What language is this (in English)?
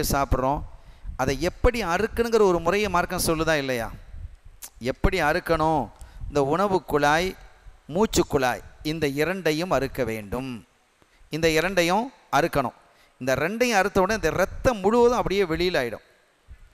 Tamil